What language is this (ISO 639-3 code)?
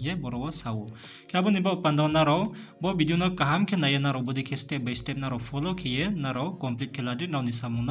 ria